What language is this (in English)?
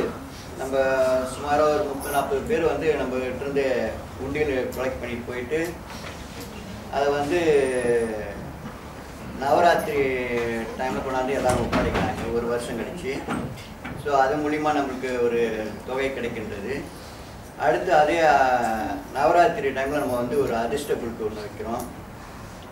Tamil